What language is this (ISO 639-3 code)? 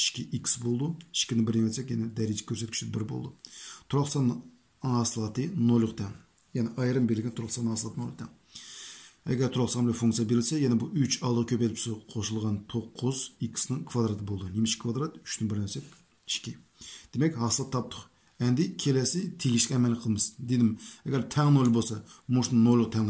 uig